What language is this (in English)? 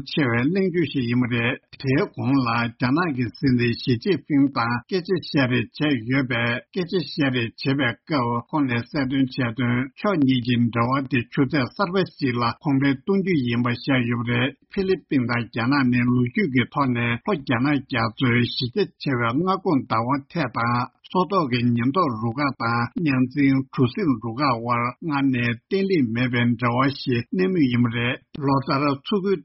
Tibetan